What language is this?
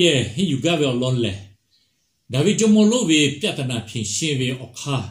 Lahu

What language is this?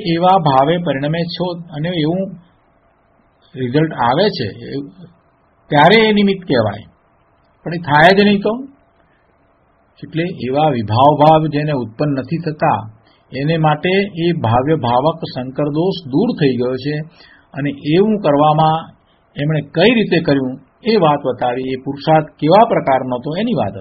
Gujarati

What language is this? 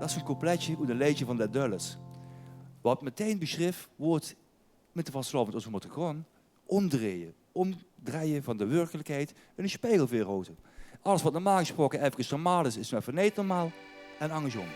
Limburgish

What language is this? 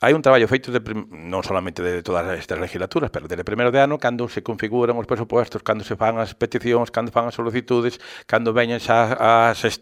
Galician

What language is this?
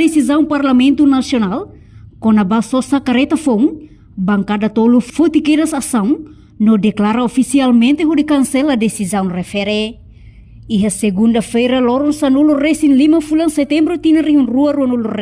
Tetum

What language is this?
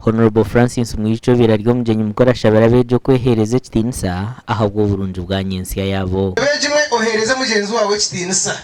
Nyankole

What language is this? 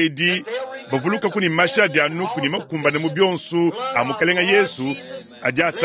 Luba-Lulua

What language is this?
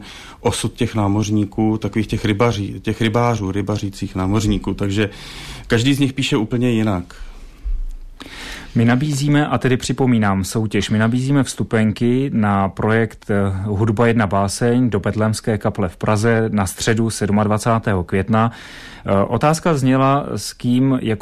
Czech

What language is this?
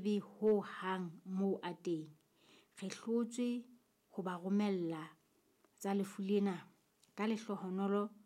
Southern Sotho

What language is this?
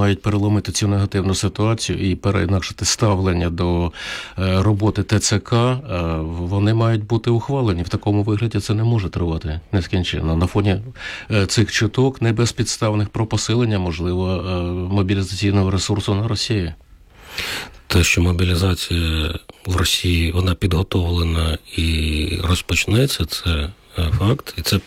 Ukrainian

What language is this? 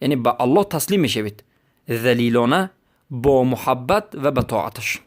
Persian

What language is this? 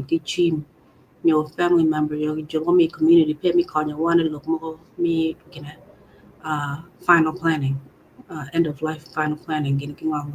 Acoli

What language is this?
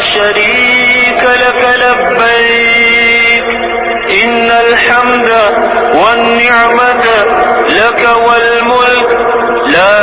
Kashmiri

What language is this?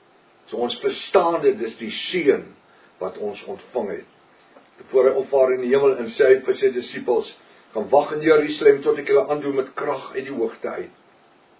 Afrikaans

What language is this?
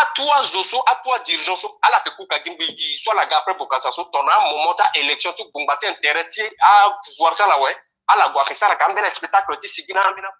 Sango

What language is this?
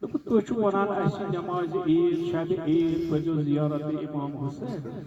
Kashmiri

